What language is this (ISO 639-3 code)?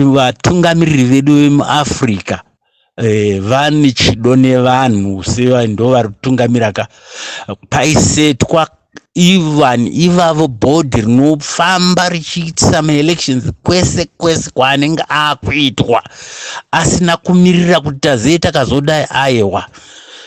sna